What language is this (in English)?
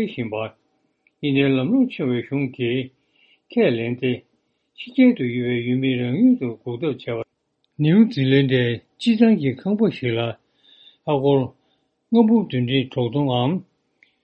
Tibetan